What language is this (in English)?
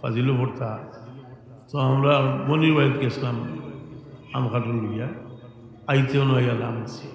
Sylheti